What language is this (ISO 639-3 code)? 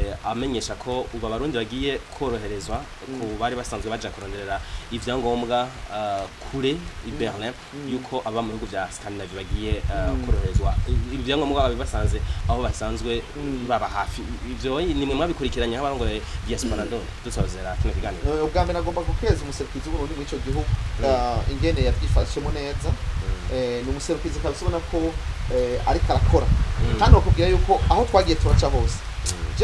run